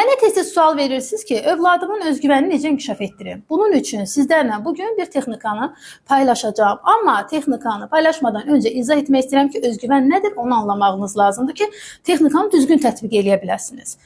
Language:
Azerbaijani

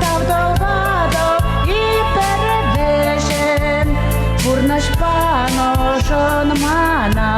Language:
Chuvash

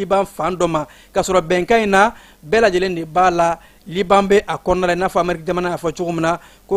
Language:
Bambara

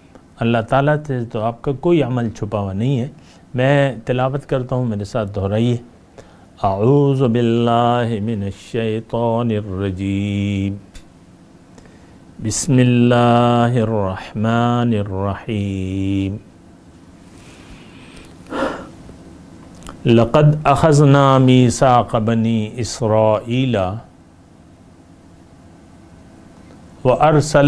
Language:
Urdu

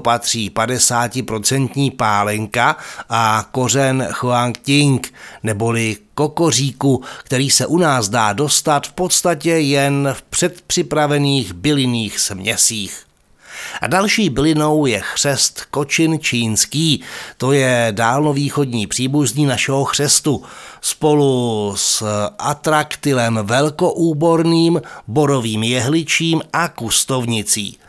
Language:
Czech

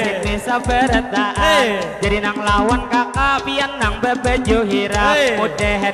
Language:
Banjar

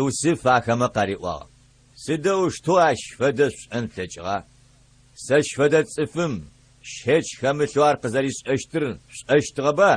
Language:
Adyghe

